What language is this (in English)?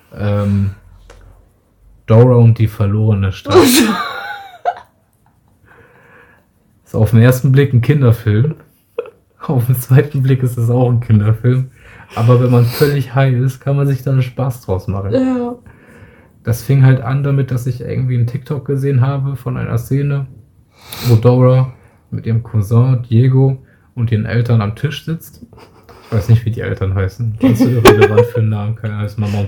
German